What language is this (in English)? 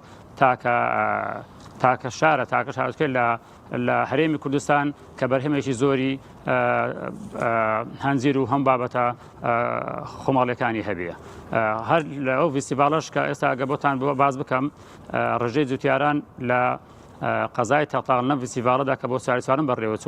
Central Kurdish